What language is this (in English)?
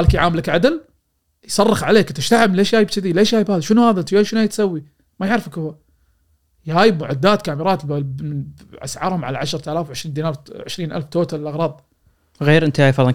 Gulf Arabic